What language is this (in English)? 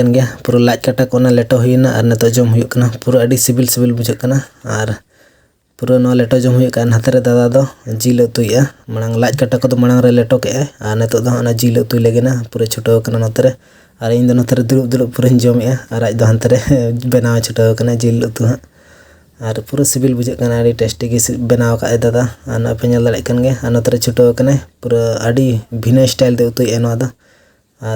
Santali